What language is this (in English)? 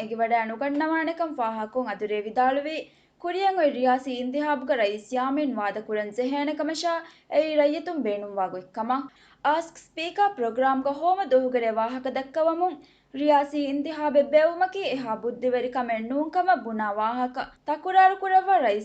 Divehi